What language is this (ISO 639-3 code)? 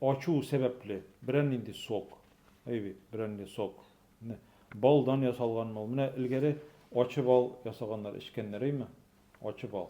tat